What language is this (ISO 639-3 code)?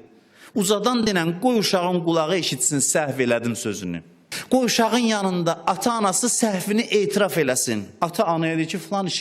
aze